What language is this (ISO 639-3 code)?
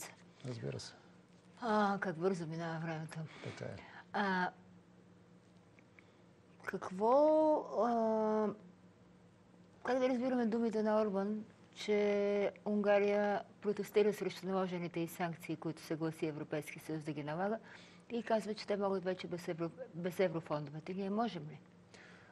bul